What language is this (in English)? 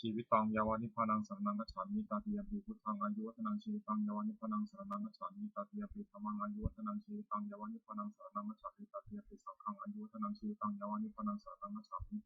Pali